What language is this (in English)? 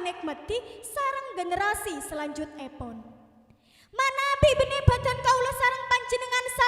Madurese